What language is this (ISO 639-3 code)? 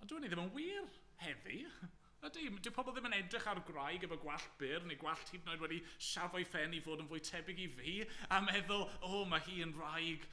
cym